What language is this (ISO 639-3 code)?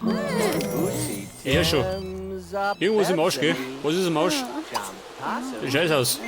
bar